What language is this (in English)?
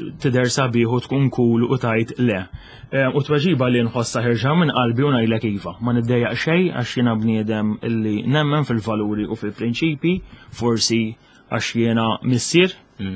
Maltese